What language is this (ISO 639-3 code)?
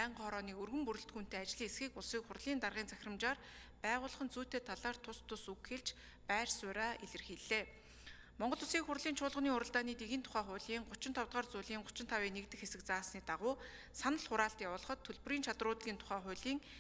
mon